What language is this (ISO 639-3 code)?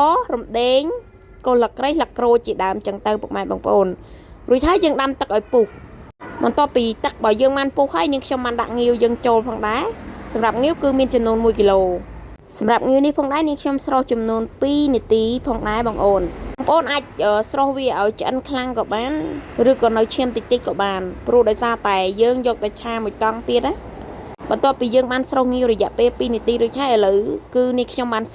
khm